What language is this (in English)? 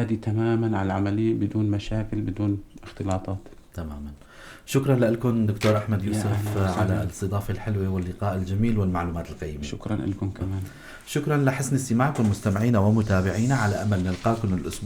North Levantine Arabic